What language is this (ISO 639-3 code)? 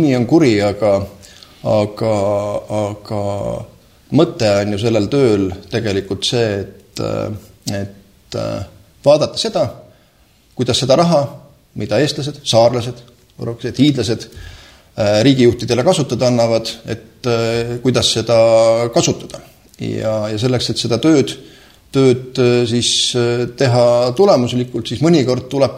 est